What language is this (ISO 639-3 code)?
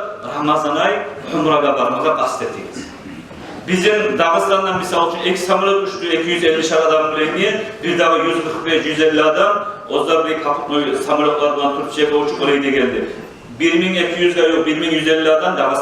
kum